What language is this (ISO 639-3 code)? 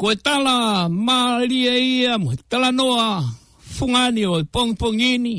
ton